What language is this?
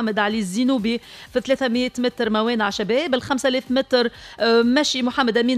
Tunisian Arabic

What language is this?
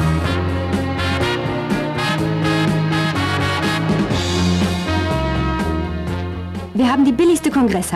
German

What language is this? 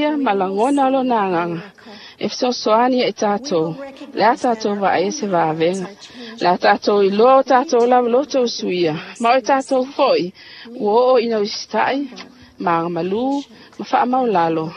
Samoan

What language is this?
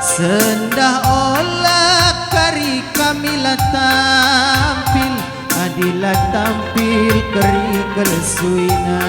Batak Karo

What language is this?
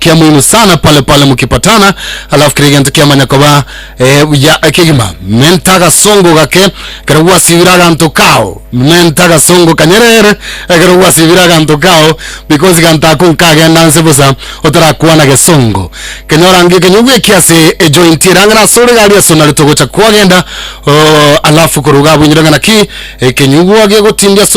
Gusii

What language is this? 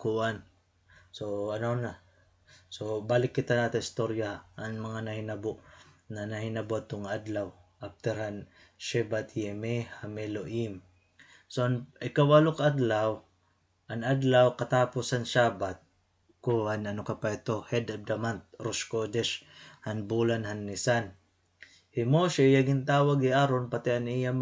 Waray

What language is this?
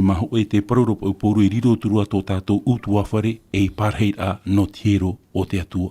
Tahitian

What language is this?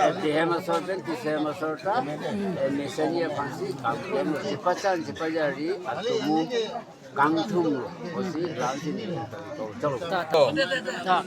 Karbi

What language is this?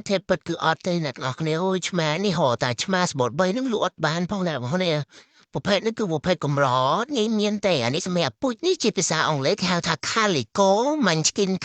Khmer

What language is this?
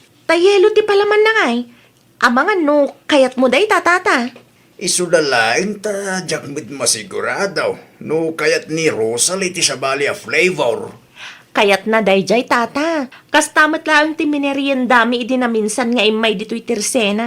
Iloko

